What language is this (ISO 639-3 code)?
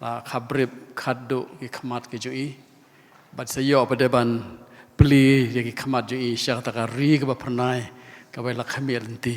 kha